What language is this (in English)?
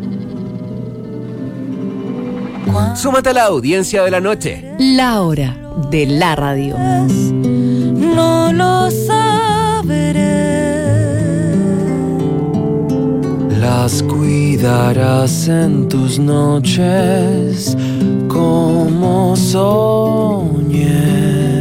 Spanish